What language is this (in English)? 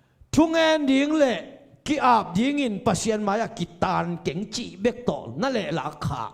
Tedim Chin